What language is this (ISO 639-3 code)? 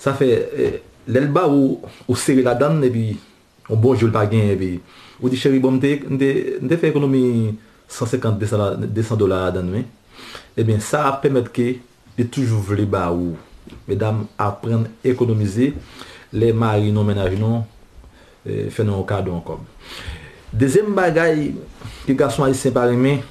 hat